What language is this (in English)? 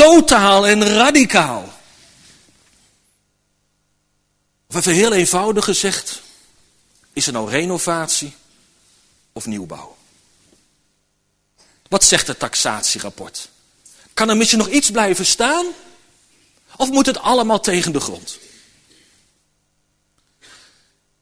Dutch